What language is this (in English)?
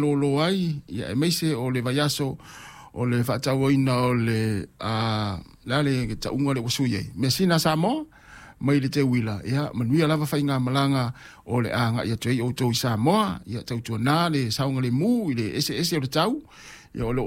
Samoan